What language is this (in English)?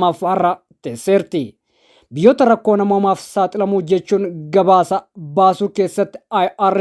Oromo